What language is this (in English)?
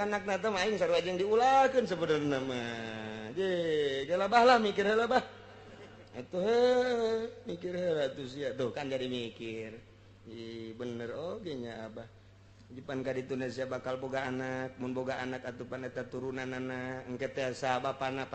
Sundanese